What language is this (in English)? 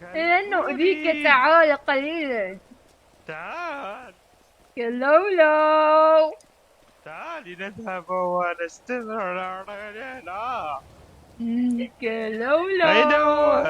Mesopotamian Arabic